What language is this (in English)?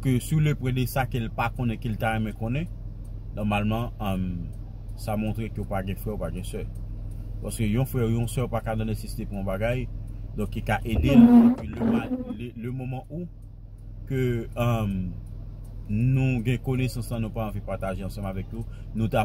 Haitian Creole